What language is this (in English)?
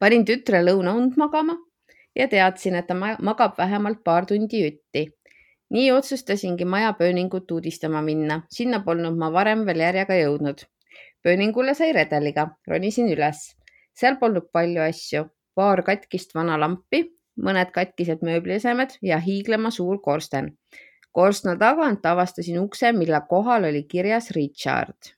Estonian